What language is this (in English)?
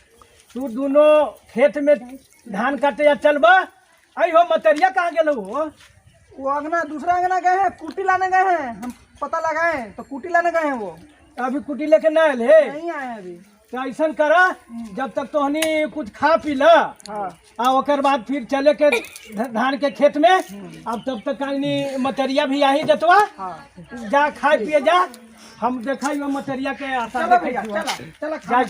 Magahi